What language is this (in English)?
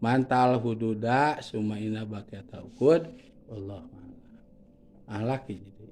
Sundanese